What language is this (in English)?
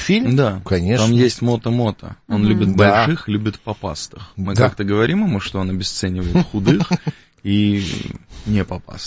Russian